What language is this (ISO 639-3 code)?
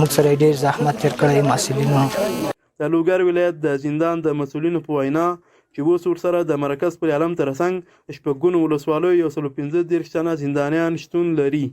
pus